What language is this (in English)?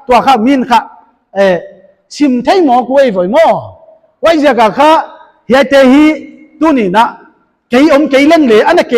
Paite Chin